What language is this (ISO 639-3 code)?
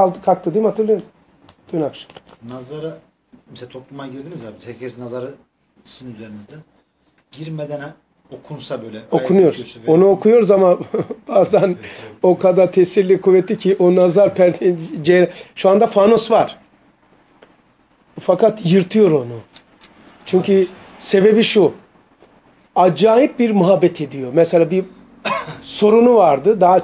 tur